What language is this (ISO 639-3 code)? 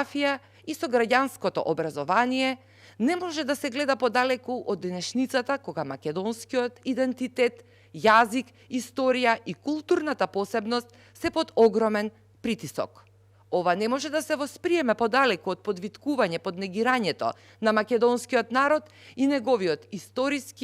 mkd